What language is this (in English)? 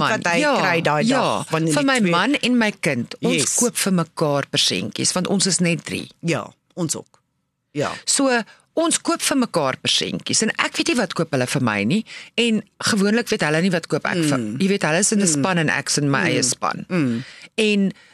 Afrikaans